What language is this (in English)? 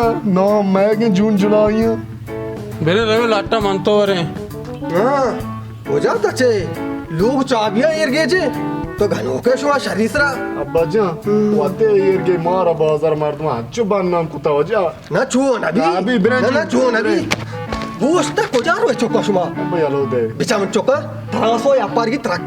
Baluchi